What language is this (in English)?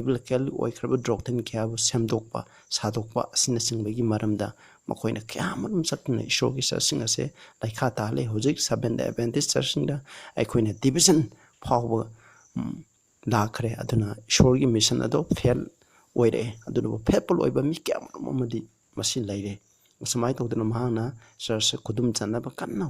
Manipuri